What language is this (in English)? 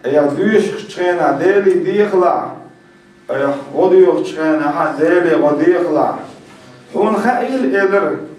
Chechen